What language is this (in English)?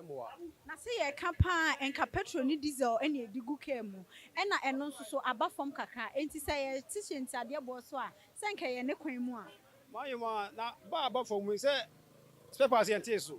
Akan